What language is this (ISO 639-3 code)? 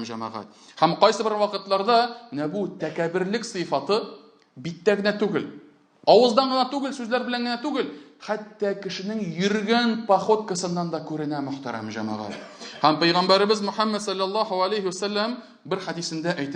tat